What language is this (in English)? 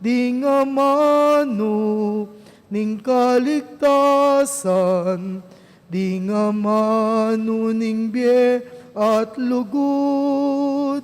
Pampanga